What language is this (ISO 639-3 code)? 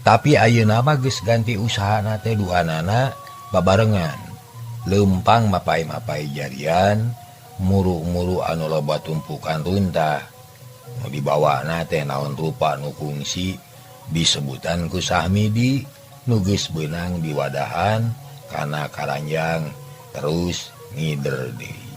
sun